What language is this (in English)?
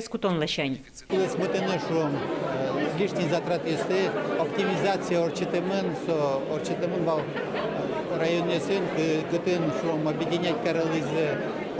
Udmurt